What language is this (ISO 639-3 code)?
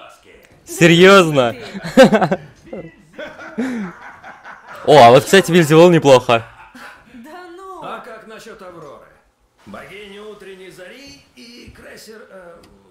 rus